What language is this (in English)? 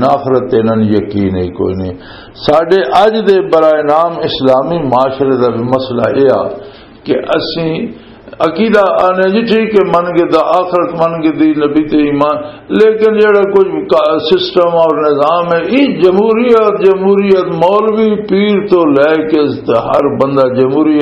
Western Panjabi